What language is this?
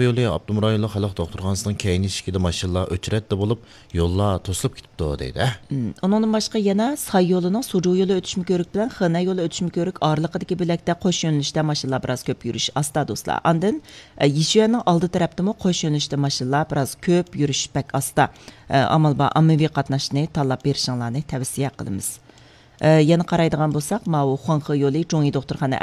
Uyghur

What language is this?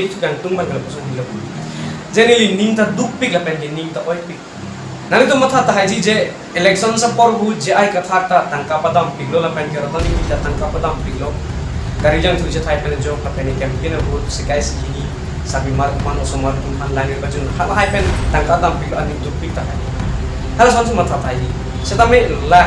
Karbi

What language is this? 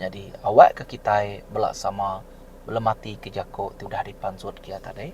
Iban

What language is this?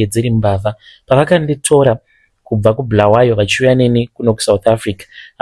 Shona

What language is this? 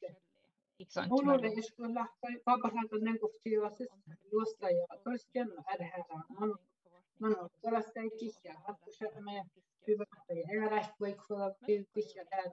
Finnish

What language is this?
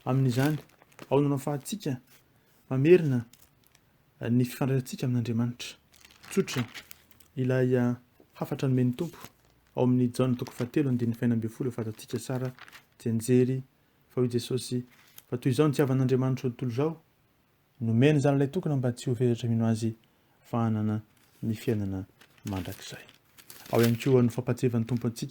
Malagasy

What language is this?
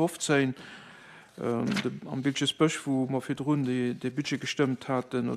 Luxembourgish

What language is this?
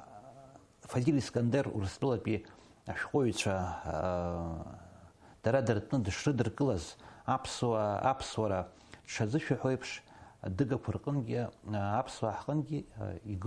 Abkhazian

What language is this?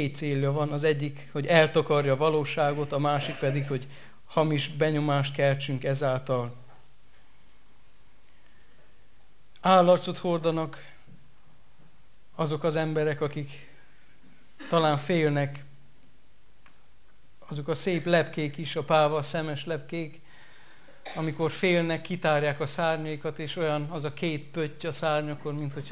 Hungarian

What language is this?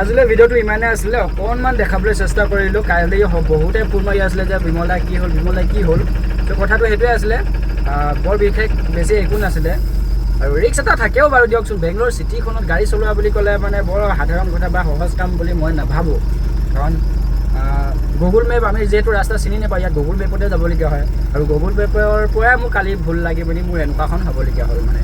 Assamese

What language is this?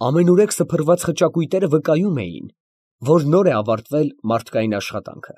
Armenian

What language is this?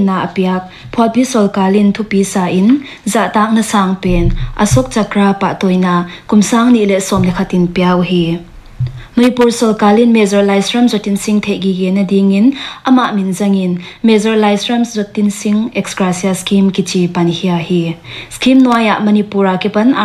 Paite Chin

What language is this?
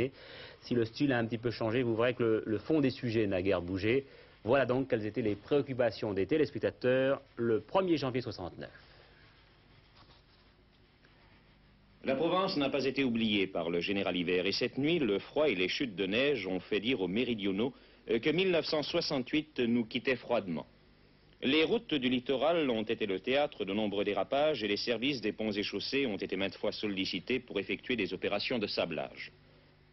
French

